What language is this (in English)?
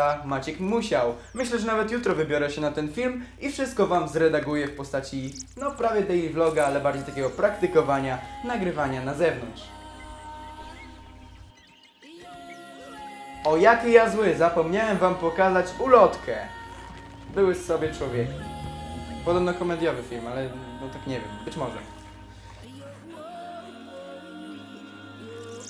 Polish